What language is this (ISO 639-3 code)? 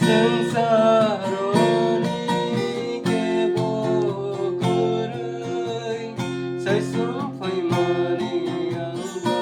trp